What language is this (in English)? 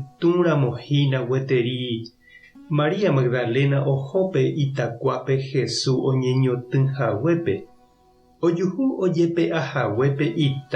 Guarani